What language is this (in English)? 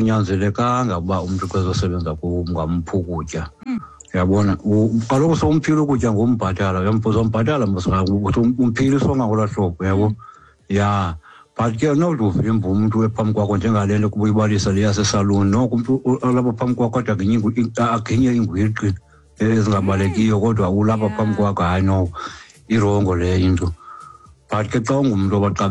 Xhosa